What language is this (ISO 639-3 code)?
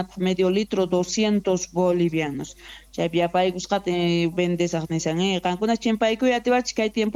quh